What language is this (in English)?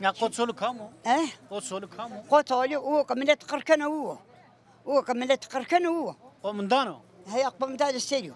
Zaza